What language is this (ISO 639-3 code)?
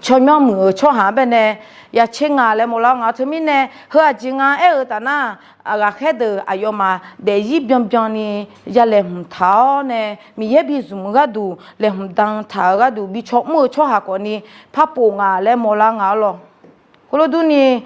ahk